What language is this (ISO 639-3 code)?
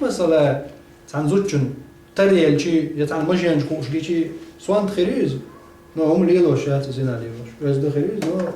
che